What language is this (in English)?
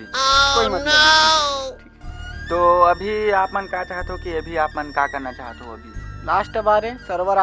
Chhattisgarhi